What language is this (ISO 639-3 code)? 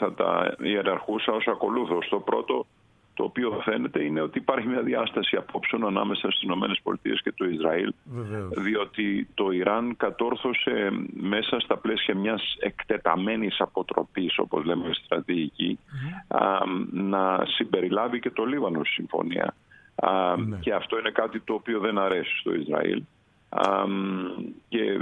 ell